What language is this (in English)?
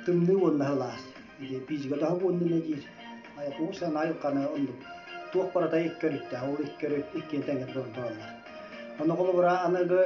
Yakut